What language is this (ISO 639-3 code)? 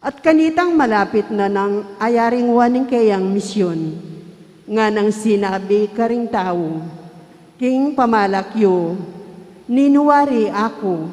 pam